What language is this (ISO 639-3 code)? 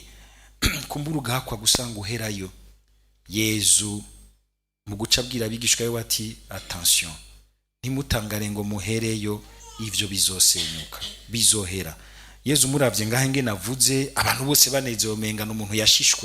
run